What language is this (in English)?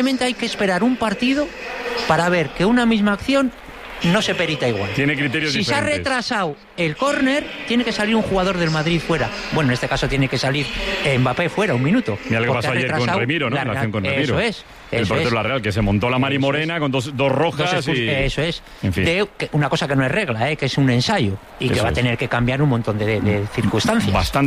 Spanish